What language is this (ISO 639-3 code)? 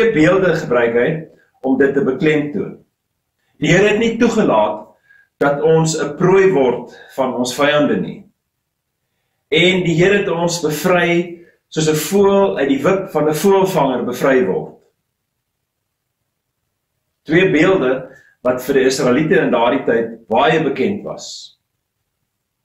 afr